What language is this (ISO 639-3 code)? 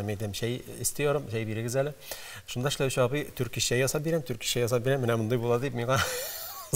tat